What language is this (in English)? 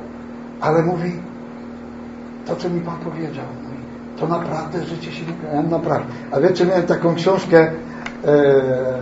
Polish